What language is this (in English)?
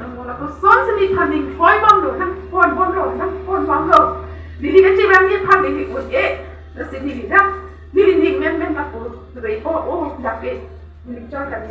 Karbi